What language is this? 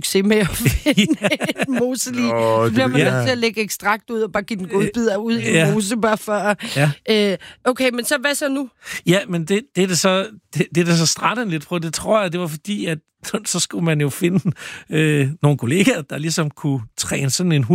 Danish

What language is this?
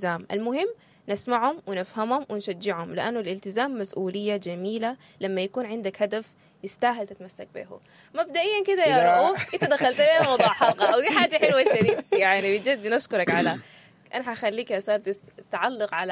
Sudanese Arabic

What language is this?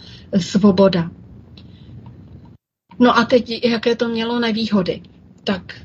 Czech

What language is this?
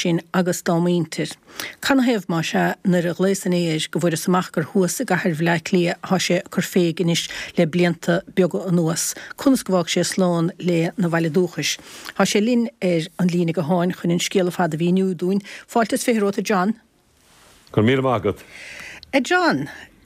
Irish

